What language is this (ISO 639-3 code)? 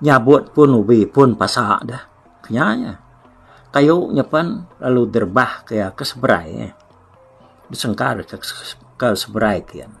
iba